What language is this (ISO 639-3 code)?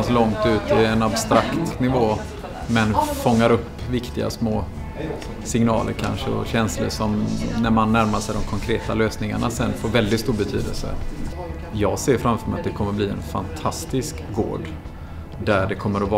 swe